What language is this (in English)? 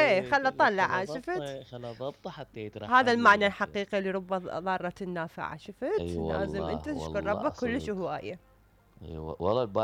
Mesopotamian Arabic